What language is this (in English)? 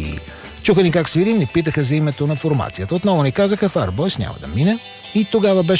Bulgarian